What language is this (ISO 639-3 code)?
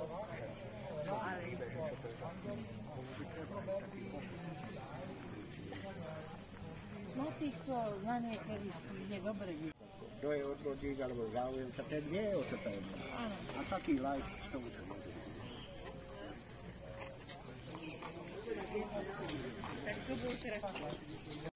slk